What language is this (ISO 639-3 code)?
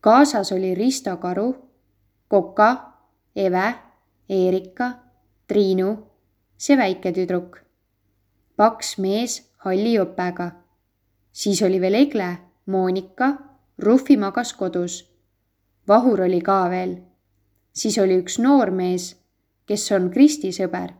est